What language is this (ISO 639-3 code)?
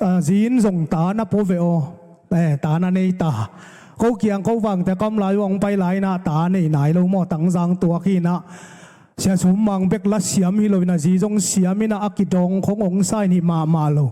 ctd